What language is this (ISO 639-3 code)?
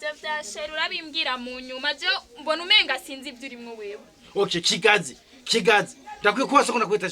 run